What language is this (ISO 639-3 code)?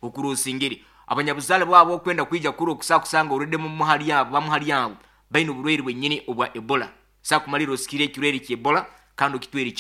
nyo